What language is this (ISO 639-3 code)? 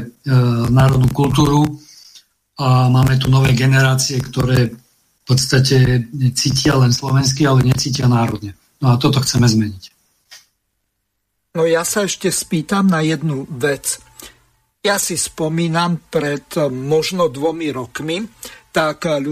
slk